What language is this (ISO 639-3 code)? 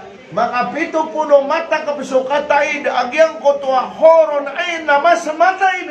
mrw